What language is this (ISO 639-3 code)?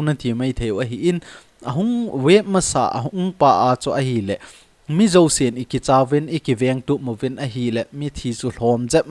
tcz